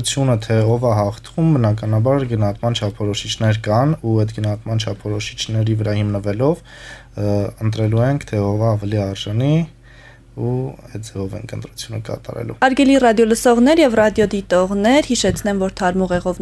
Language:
Armenian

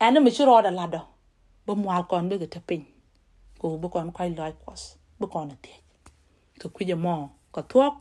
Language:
Nuer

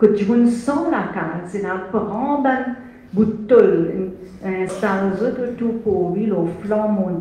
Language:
Morisyen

